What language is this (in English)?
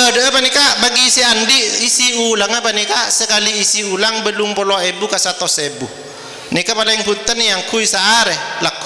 Madurese